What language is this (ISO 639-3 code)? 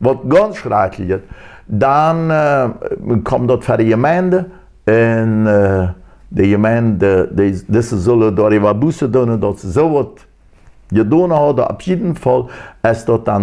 pdt